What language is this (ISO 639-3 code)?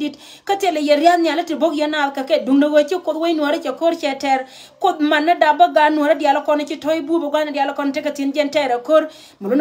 nus